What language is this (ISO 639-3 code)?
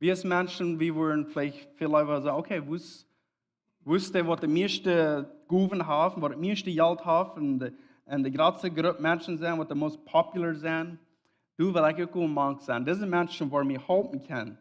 pdt